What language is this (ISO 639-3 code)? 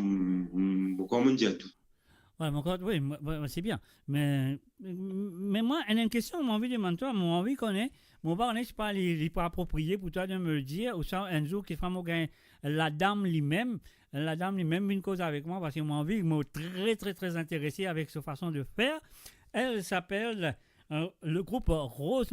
mfe